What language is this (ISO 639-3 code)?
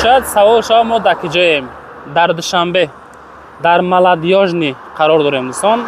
tgk